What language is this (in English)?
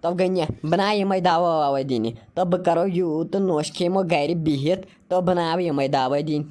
Kashmiri